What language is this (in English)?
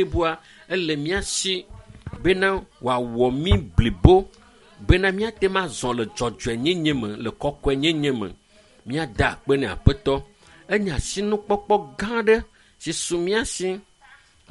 Ewe